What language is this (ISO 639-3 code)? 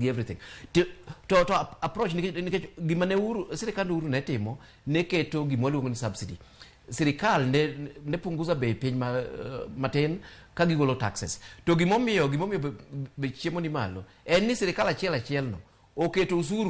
luo